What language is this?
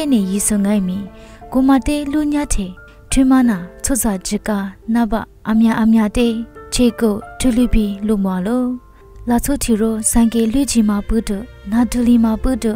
Lisu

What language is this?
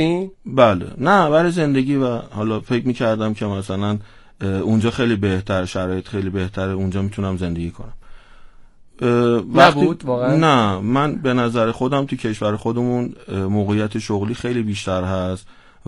Persian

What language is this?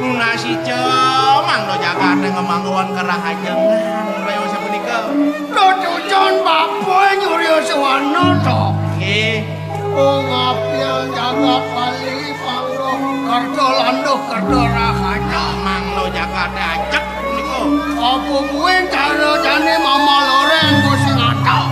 Balinese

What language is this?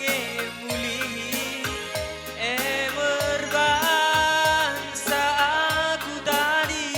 Batak Karo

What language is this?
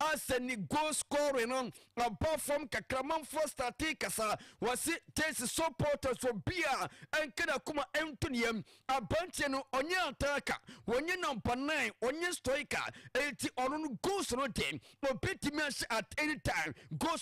Akan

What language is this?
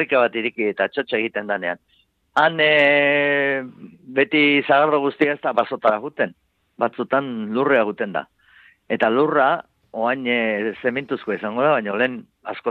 Basque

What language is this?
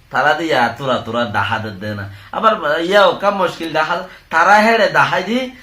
Rohingya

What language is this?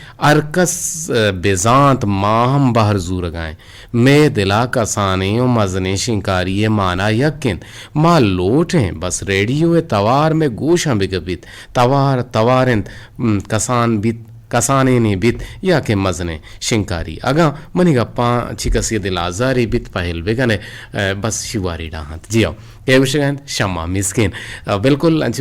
Eastern Balochi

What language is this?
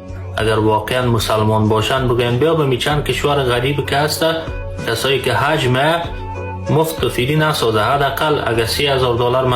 Persian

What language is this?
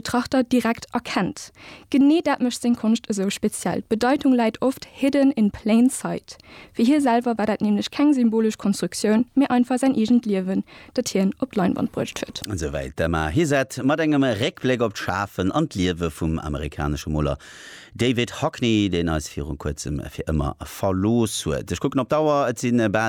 Luxembourgish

